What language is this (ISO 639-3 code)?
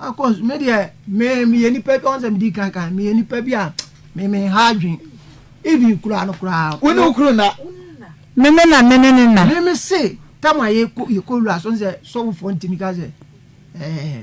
aka